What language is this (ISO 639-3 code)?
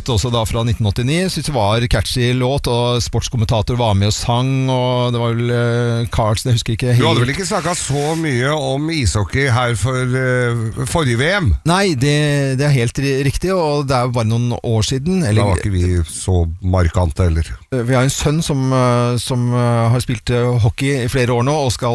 nor